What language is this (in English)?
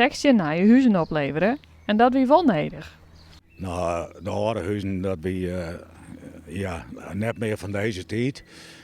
Western Frisian